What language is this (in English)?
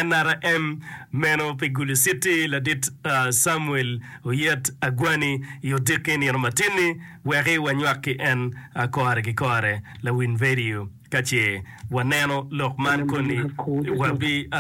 Acoli